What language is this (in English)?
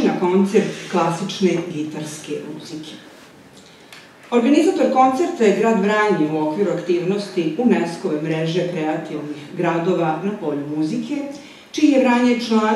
Serbian